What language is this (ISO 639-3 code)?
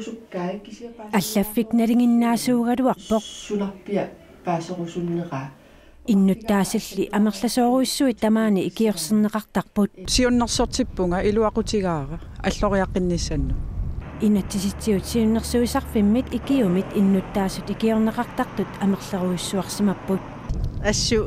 kal